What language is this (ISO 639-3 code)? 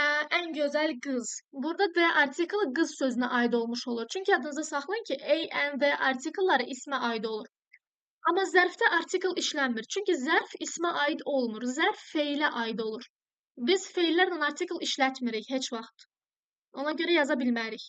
aze